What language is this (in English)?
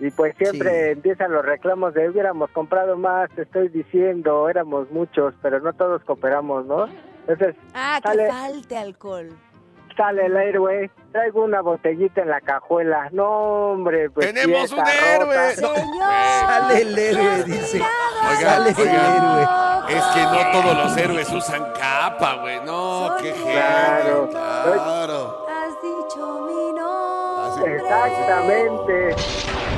Spanish